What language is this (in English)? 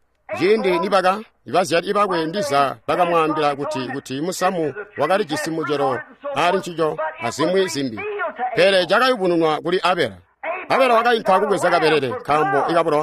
Tonga (Zambia)